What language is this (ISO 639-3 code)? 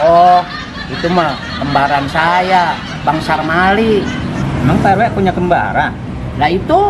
bew